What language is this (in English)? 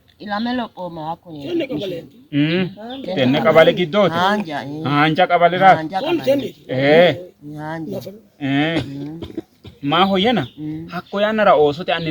Sidamo